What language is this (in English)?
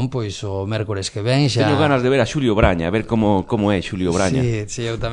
Galician